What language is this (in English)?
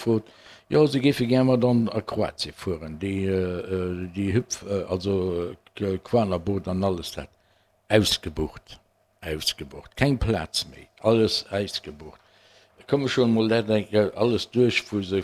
Luxembourgish